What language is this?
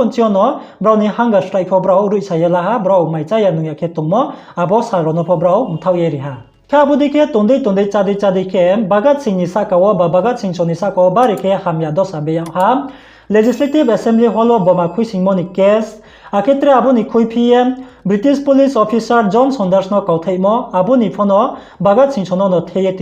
Riang (India)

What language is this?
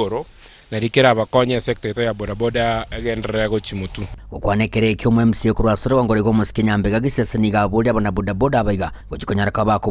Gusii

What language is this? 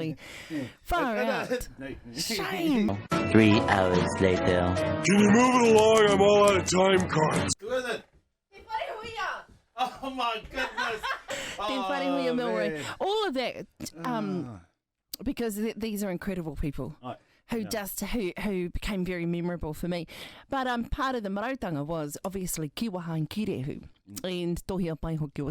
Māori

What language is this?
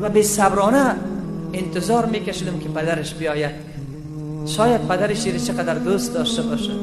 Tajik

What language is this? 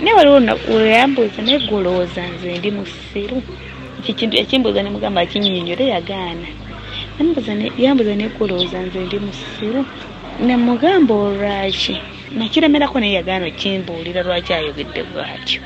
Ganda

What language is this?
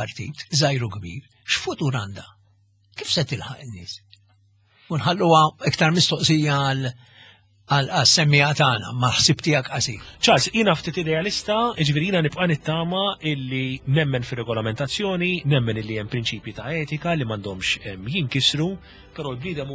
Maltese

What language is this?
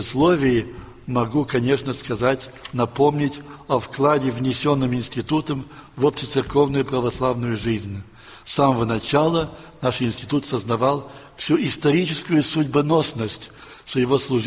Russian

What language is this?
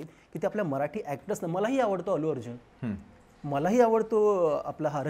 Marathi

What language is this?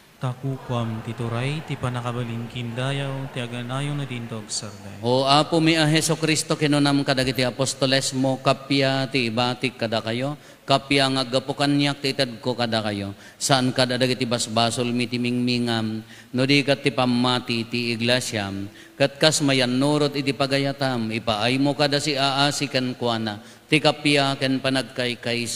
Iloko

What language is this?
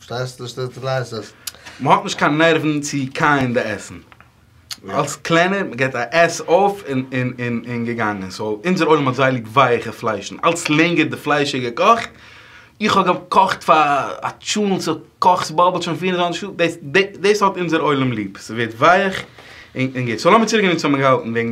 Yiddish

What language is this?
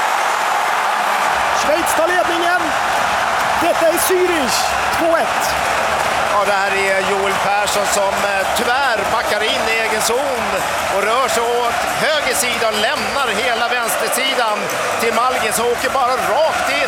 Swedish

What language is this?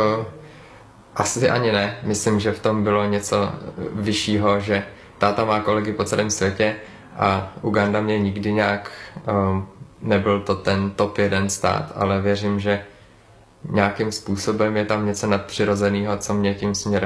Czech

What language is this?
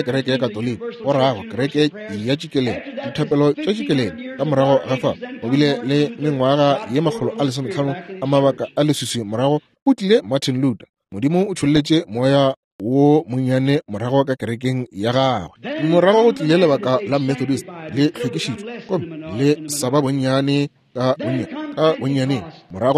Northern Sotho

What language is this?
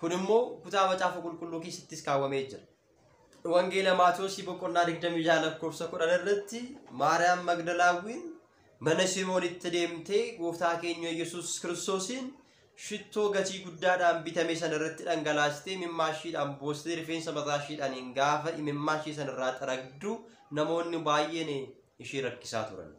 Oromo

